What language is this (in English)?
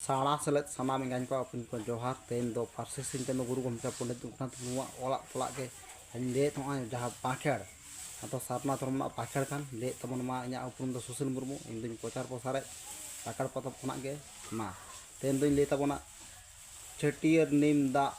Santali